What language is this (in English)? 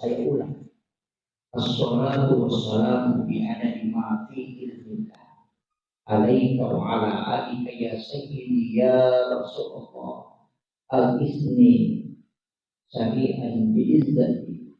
Buginese